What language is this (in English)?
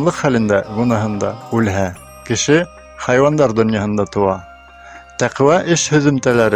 Bashkir